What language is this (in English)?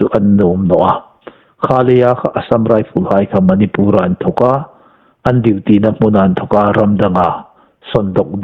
Hmar